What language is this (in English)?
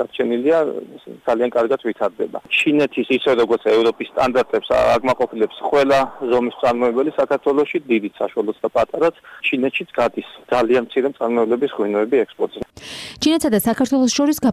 Georgian